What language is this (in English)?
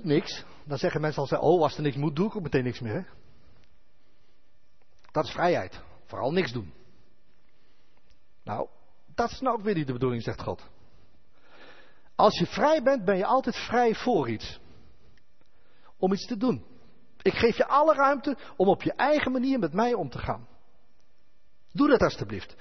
Dutch